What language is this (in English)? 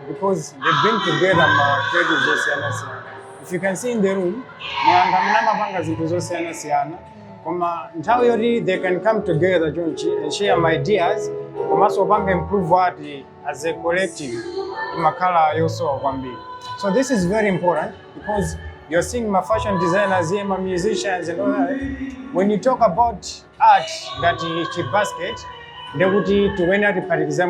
Nyanja